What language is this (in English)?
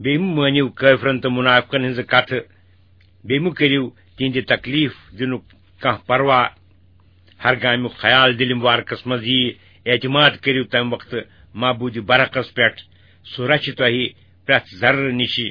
Kashmiri